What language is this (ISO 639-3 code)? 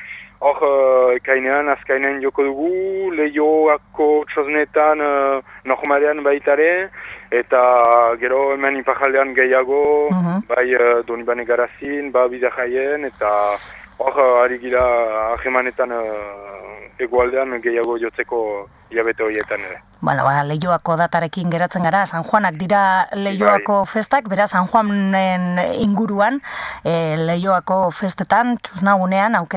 eus